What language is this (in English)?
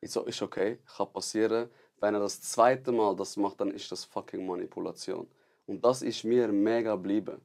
Swiss German